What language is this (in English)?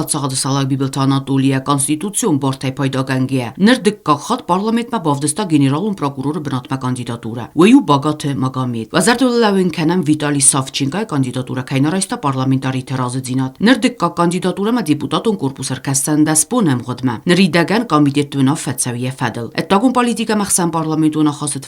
Ossetic